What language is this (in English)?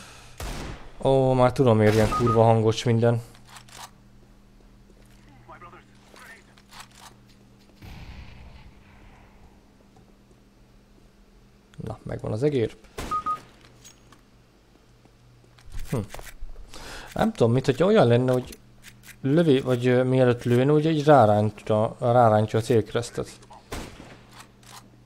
Hungarian